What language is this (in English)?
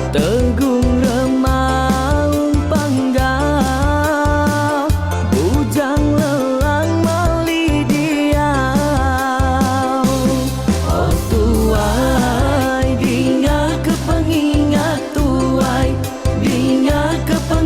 Iban